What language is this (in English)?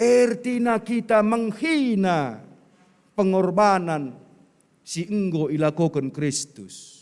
Batak Karo